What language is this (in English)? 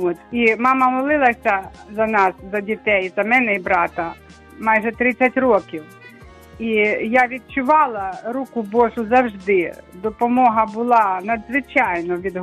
Ukrainian